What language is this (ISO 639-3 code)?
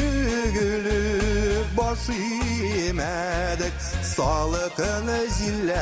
bak